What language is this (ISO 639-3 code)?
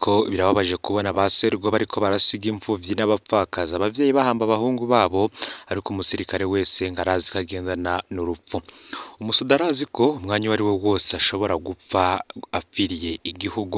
run